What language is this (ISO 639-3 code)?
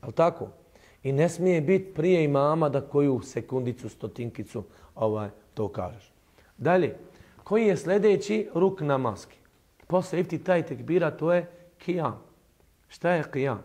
bos